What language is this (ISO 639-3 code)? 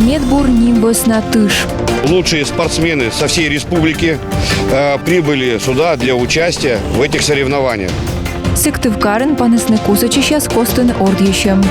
kom